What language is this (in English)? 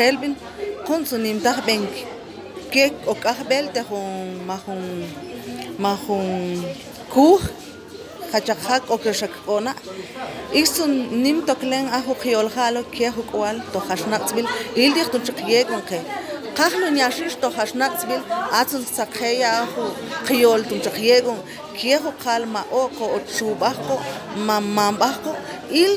Mam